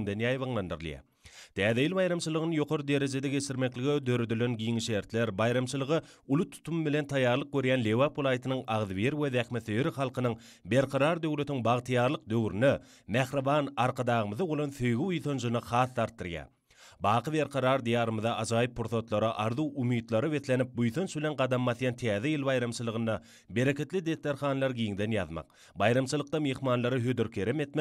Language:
Turkmen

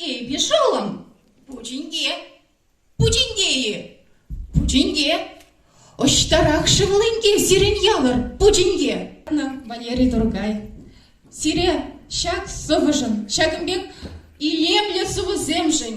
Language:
Chuvash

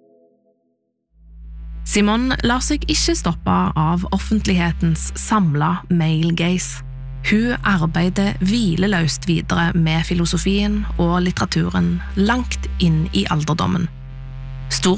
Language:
Norwegian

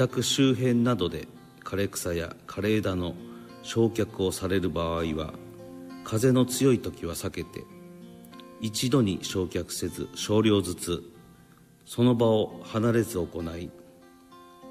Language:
Japanese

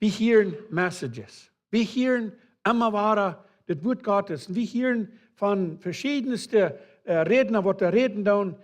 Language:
Plautdietsch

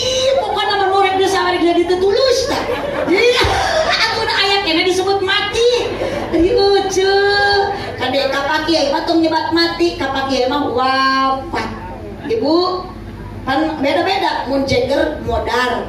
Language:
Sundanese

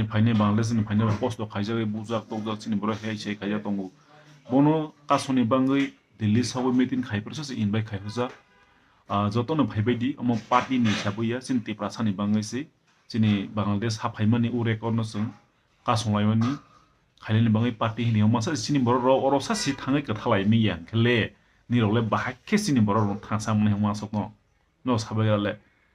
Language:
Kok Borok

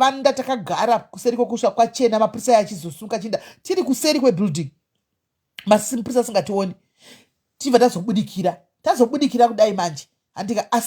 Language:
Shona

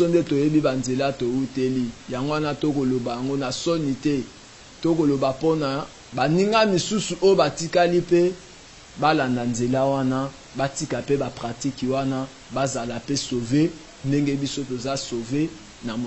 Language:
Lingala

